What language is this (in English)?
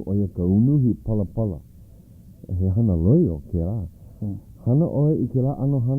Hawaiian